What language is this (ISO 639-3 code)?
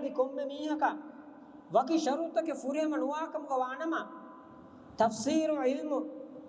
div